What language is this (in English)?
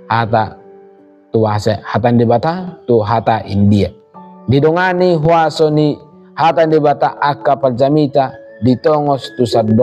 Batak Toba